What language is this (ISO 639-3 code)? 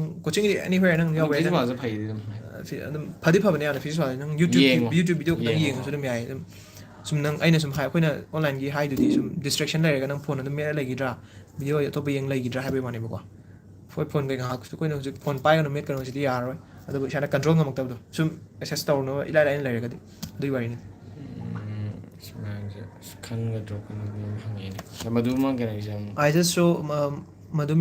mni